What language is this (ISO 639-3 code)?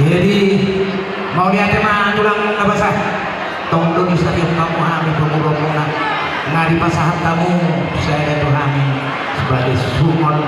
bbc